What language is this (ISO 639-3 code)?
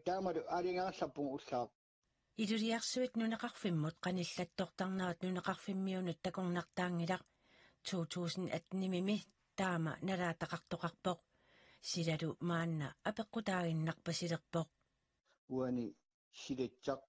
kal